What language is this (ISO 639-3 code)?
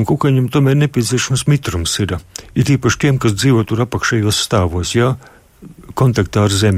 lav